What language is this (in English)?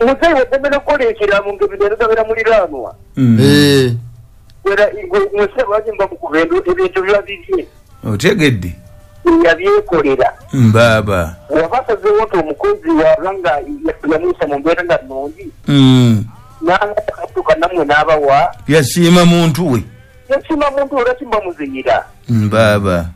Ganda